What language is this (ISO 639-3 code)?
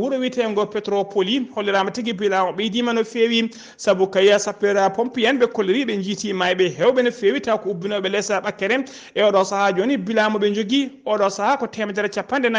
ful